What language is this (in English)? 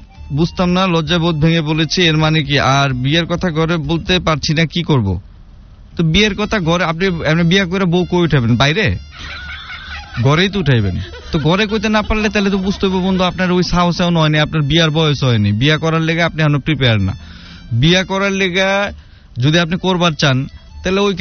Bangla